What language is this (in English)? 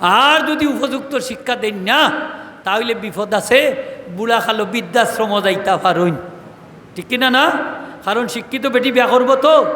Sylheti